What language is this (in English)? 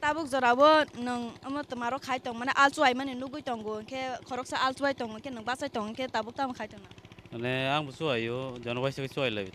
Kok Borok